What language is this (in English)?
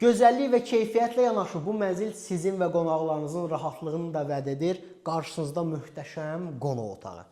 Azerbaijani